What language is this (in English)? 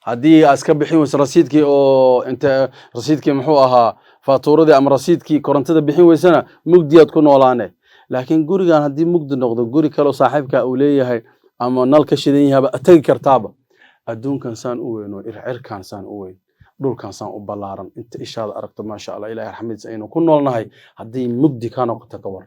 Somali